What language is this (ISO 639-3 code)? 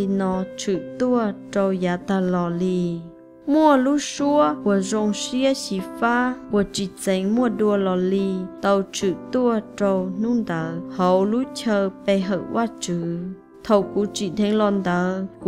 hmn